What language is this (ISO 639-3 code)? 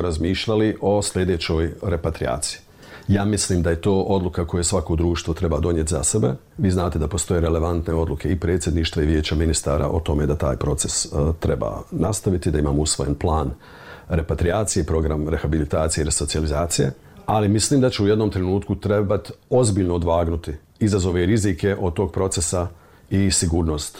bos